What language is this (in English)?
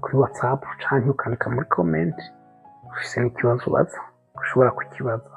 Rundi